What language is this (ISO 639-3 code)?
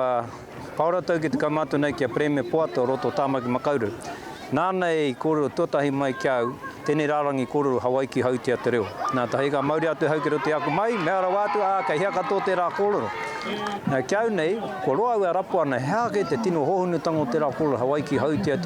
mri